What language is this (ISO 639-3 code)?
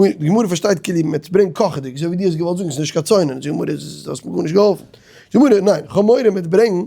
yid